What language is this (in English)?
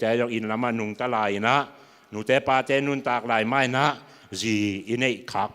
Tedim Chin